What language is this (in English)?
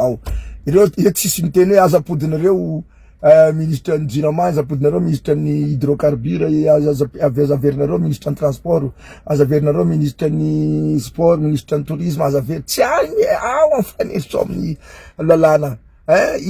Malagasy